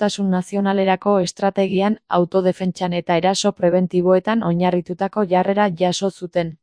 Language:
Basque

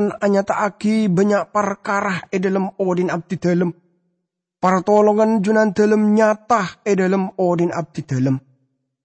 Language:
Madurese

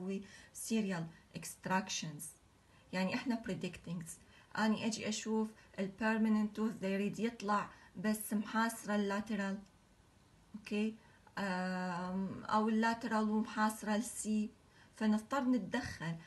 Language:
Mesopotamian Arabic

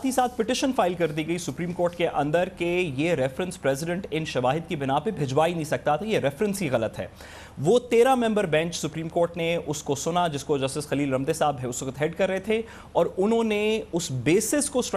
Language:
Urdu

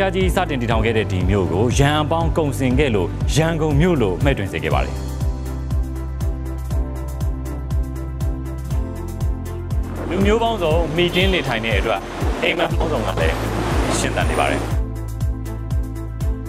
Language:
Burmese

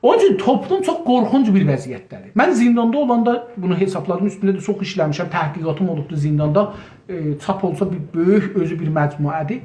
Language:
South Azerbaijani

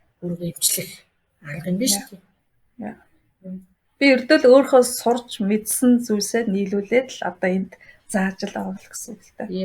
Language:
Mongolian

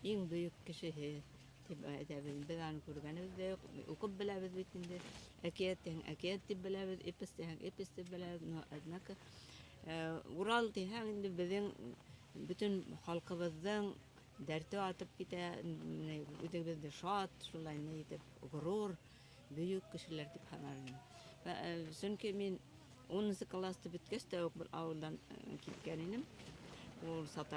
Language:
Bashkir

